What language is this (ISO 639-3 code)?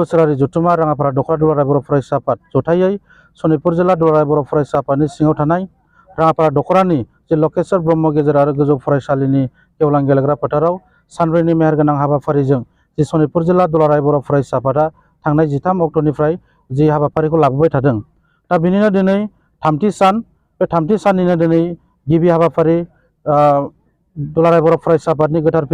brx